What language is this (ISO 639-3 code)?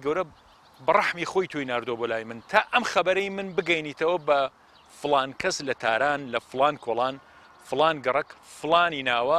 ckb